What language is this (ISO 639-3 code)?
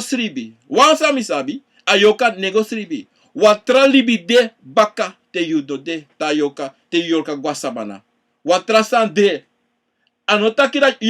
srn